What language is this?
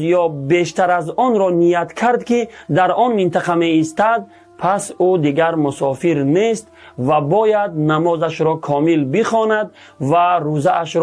Tajik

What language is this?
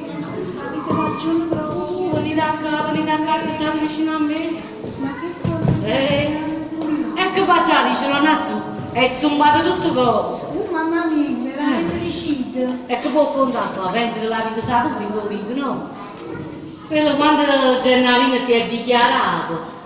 Neapolitan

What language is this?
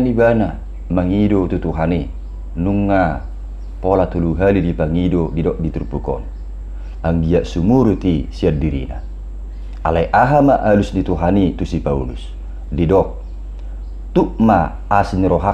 Batak Toba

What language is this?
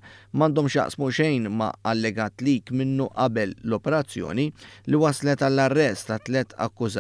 Maltese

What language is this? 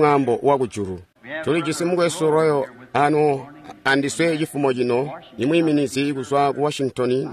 Tonga (Zambia)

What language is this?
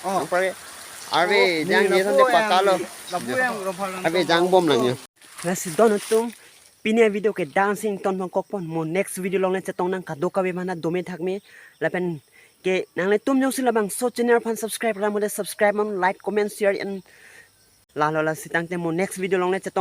Karbi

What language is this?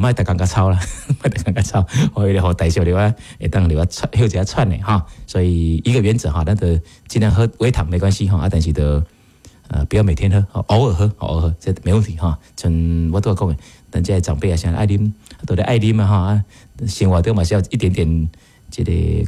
Min Nan Chinese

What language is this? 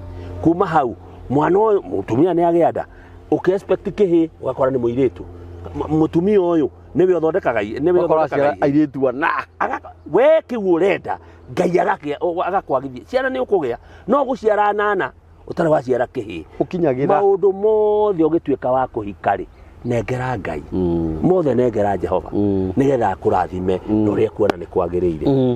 Kikuyu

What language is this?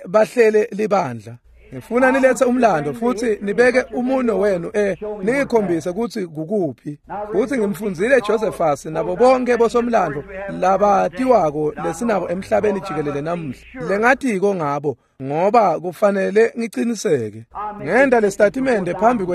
Swati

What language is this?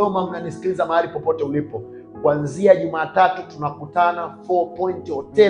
Swahili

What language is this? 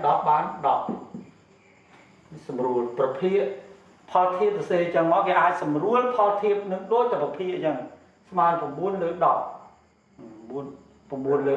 Khmer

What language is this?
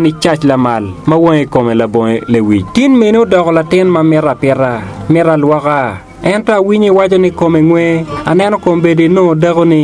Acoli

